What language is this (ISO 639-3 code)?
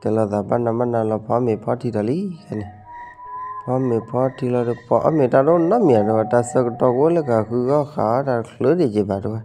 ksw